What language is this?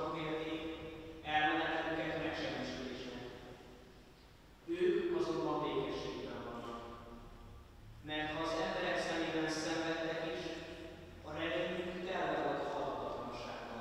Hungarian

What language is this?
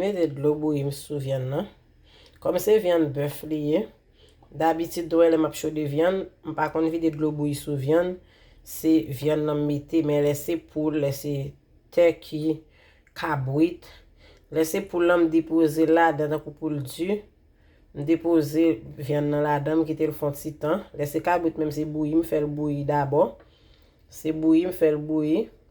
Haitian Creole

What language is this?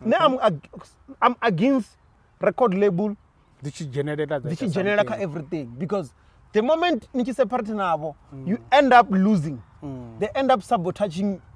Venda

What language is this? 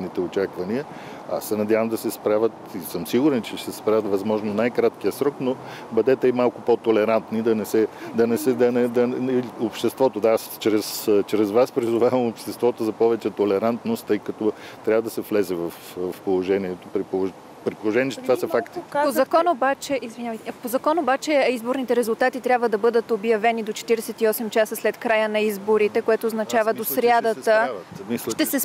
Bulgarian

